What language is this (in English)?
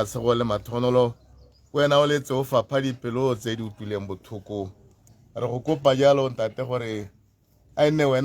Tswana